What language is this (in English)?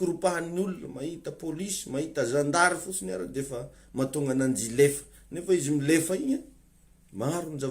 Malagasy